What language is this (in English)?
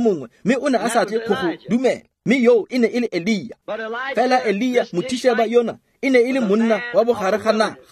Tswana